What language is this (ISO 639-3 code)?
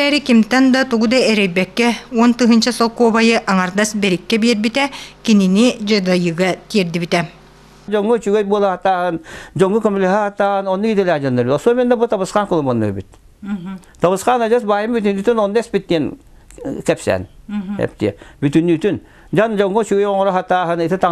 sah